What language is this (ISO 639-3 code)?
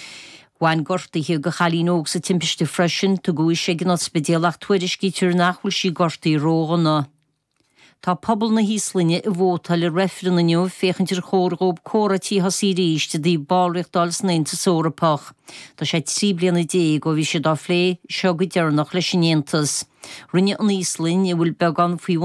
gle